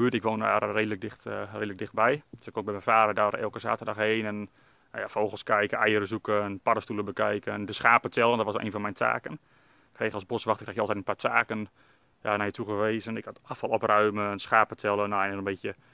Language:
Dutch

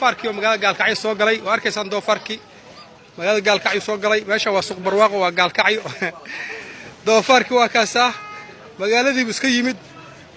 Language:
Somali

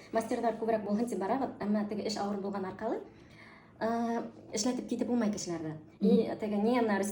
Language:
Bashkir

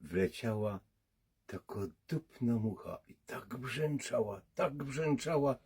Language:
Silesian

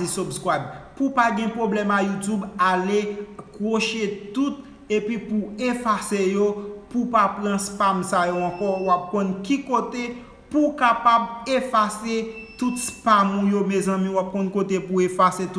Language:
Haitian Creole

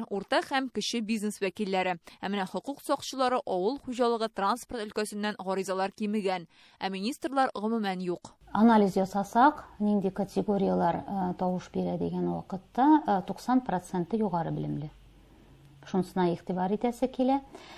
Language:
Tatar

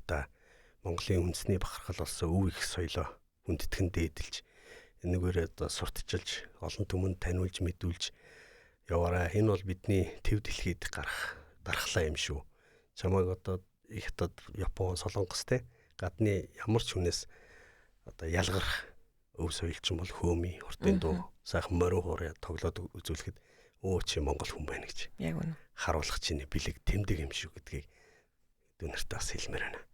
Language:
Mongolian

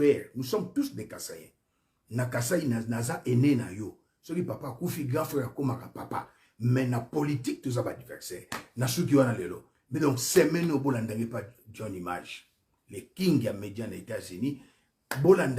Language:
Lingala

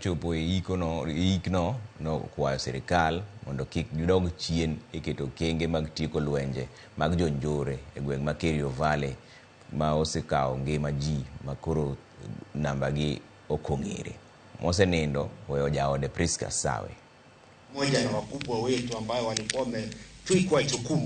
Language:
Luo (Kenya and Tanzania)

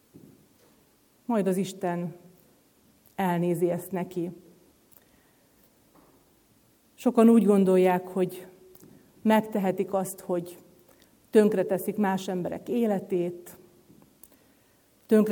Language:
Hungarian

